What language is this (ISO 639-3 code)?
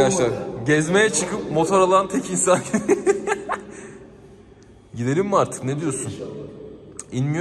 tur